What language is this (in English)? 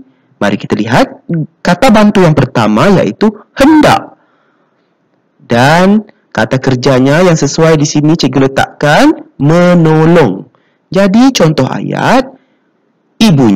Malay